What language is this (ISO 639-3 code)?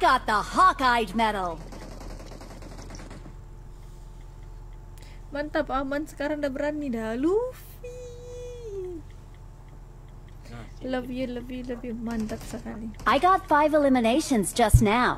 msa